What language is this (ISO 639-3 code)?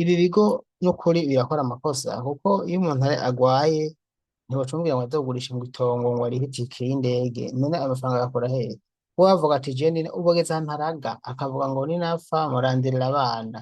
run